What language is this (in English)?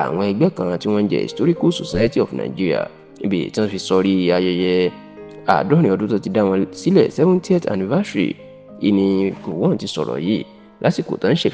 Yoruba